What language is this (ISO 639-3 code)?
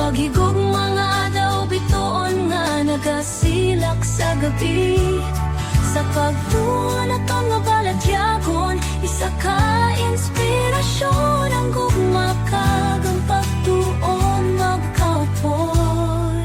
hil